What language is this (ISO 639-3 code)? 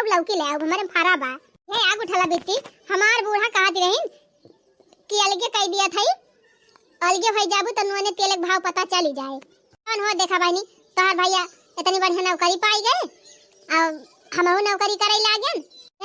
awa